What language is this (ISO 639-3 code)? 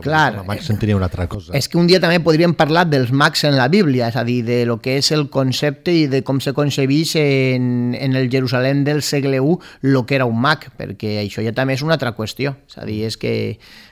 cat